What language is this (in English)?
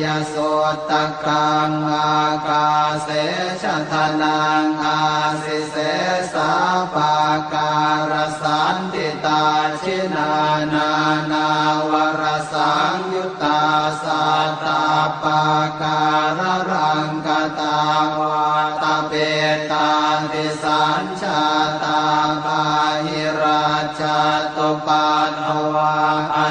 Pali